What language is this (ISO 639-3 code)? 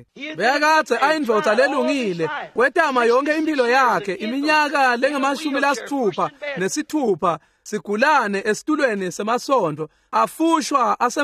ssw